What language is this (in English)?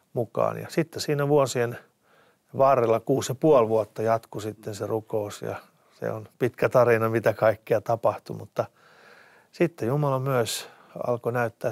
Finnish